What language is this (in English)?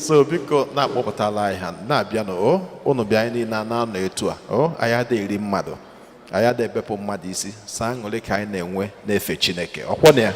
Igbo